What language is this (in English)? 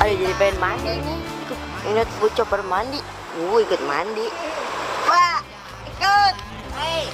Betawi